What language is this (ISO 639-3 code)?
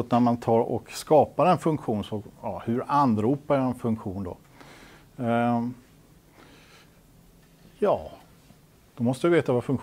swe